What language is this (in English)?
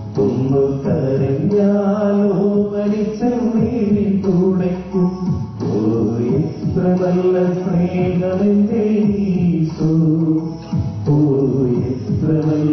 Malayalam